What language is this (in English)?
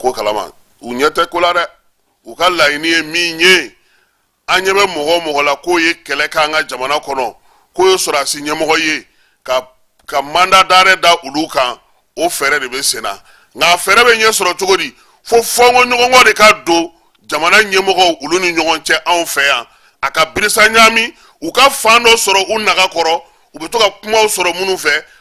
Bambara